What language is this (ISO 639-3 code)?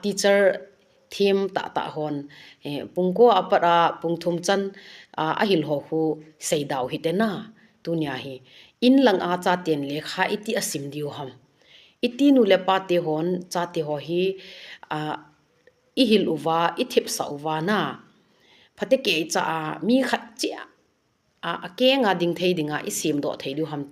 tcz